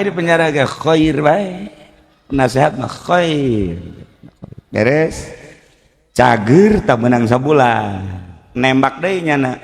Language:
Sundanese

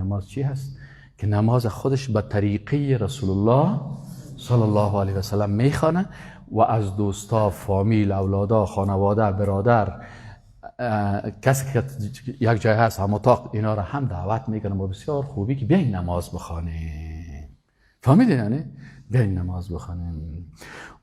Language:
Persian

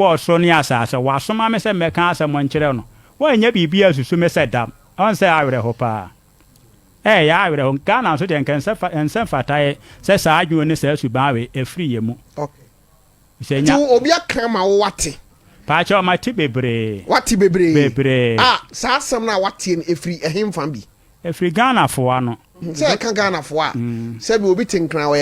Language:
Akan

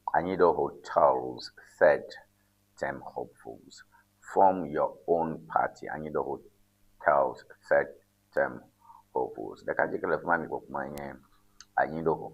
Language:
Ewe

